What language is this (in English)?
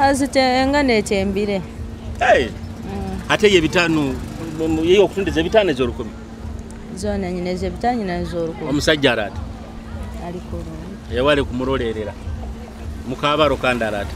Nyoro